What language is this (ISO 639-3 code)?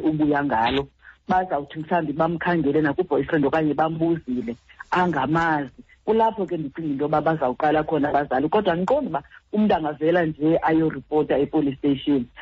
xho